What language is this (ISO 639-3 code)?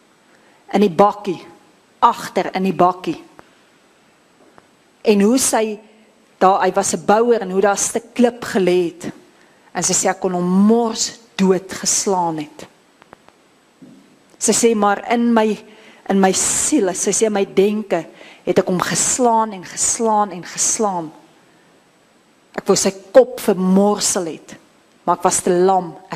afr